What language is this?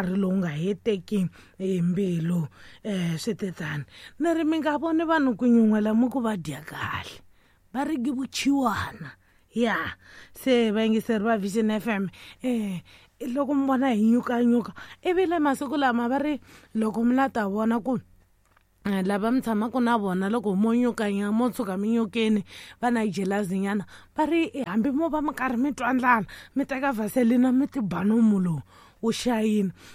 Tsonga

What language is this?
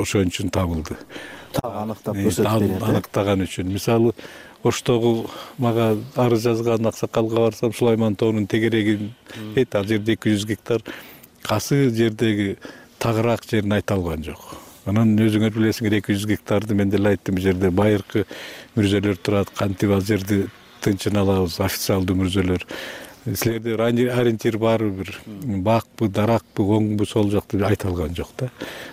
Kyrgyz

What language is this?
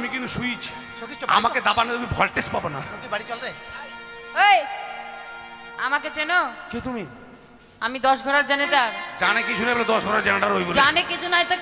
Bangla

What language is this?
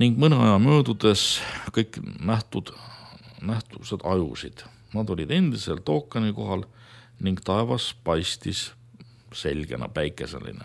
Estonian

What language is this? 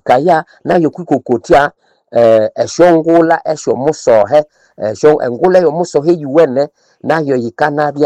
Nande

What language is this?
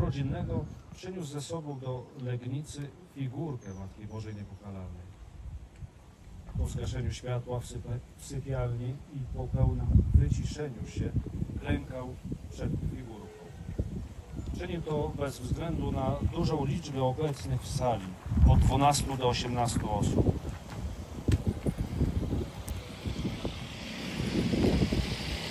Polish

